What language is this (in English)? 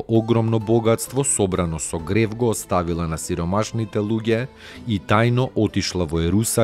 Macedonian